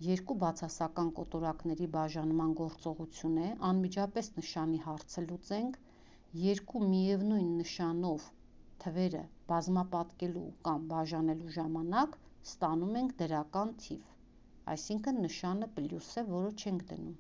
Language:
Armenian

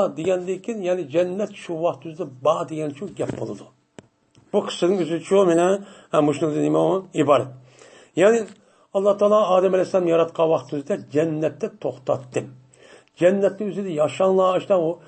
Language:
Uyghur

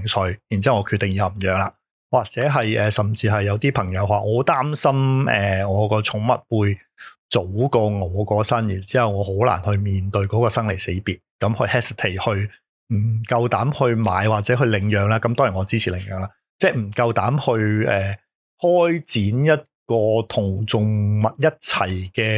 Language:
Cantonese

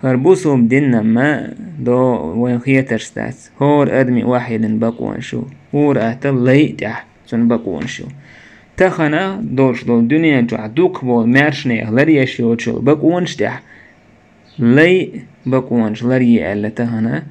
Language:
Chechen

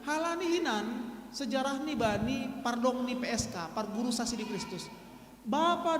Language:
Batak Simalungun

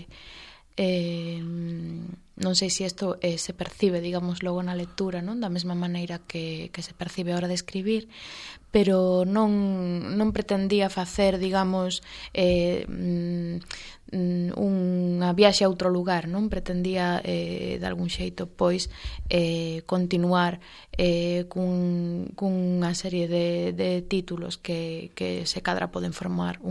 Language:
Galician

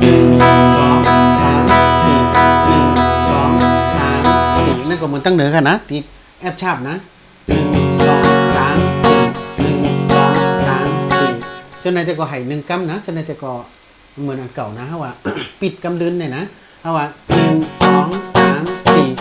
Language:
Shan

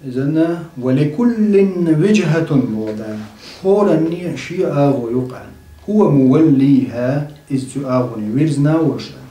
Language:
Chechen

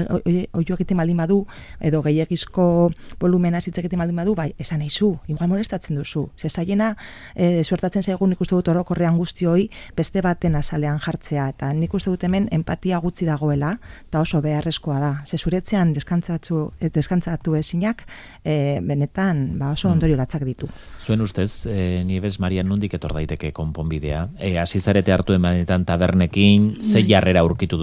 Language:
Basque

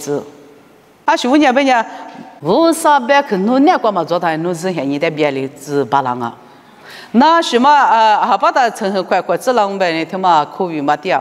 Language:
Lisu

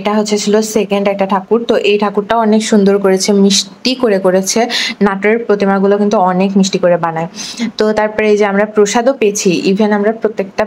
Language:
Bangla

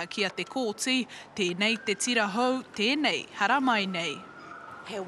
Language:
Māori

